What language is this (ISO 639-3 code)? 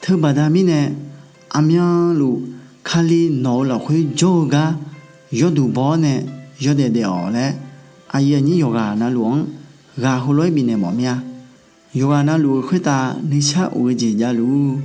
ahk